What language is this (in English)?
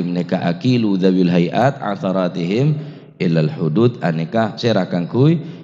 Madurese